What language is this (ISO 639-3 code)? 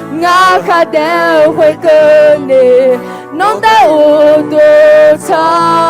ahk